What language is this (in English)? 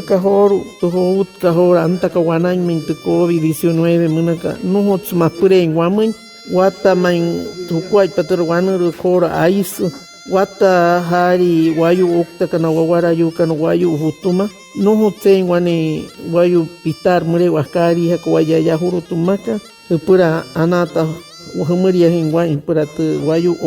Wayuu